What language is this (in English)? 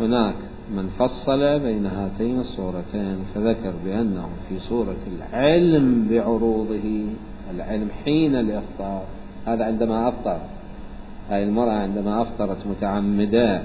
Mesopotamian Arabic